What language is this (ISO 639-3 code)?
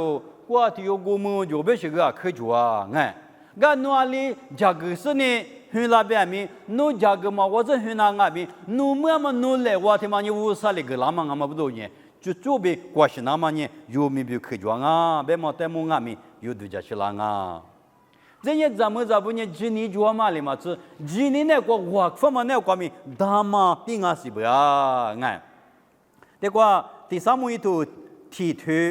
lis